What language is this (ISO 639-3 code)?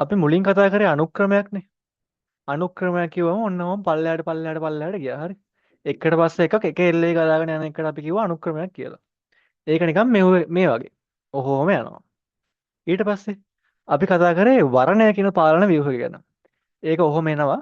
sin